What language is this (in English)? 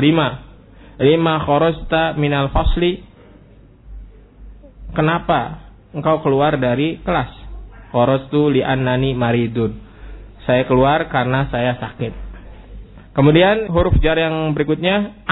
Indonesian